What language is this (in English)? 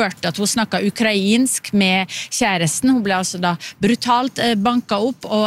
Norwegian